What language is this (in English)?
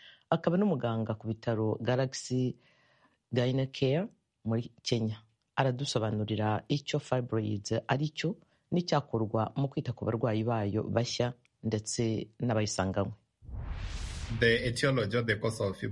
Kinyarwanda